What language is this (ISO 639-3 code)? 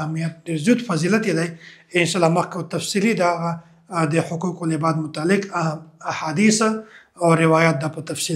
pus